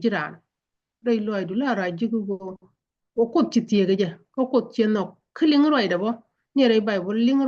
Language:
Nuer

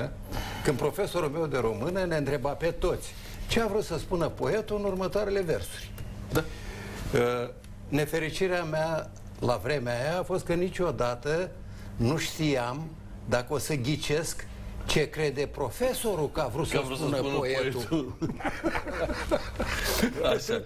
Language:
Romanian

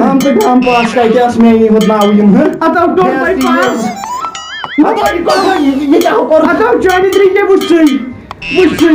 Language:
Kashmiri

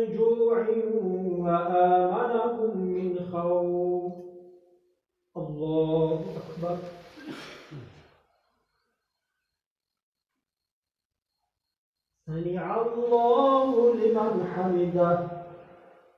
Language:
Arabic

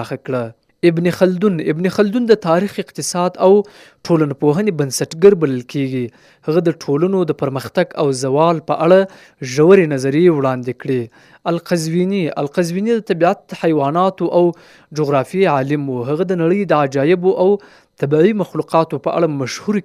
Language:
Pashto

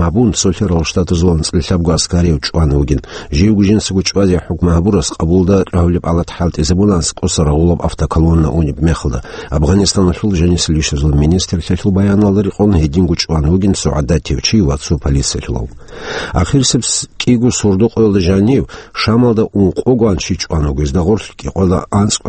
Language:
Avaric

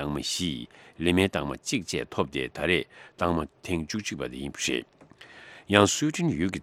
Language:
Tibetan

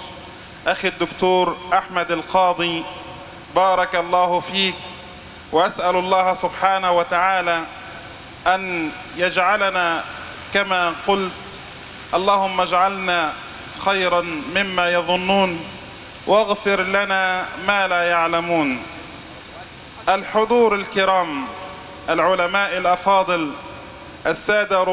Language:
Arabic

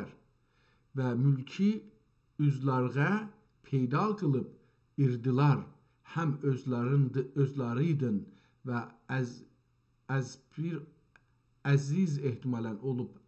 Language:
South Azerbaijani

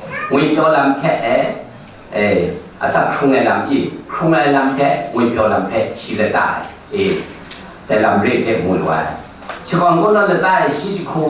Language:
Kachin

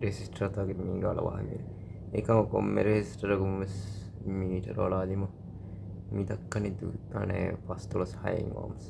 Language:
Divehi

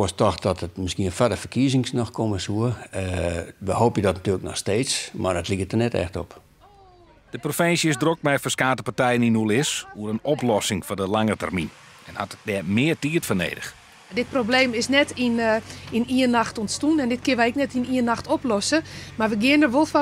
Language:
Western Frisian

